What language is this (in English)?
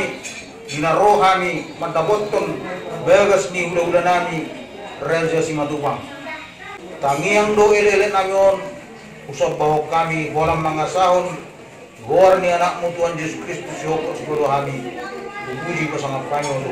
Batak Toba